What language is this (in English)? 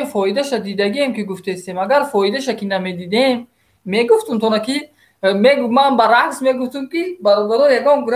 Tajik